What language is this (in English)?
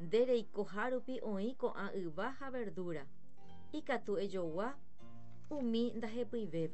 Guarani